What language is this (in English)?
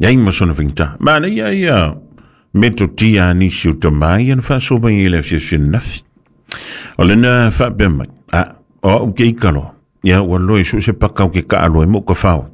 Samoan